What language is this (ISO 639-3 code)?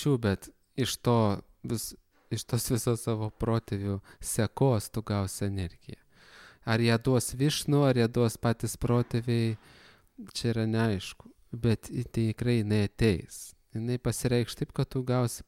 lit